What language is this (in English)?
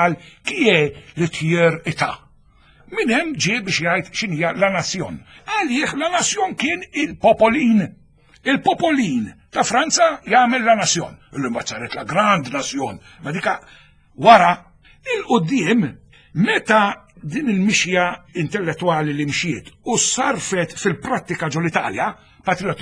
Maltese